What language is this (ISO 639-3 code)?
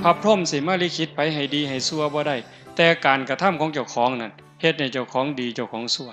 tts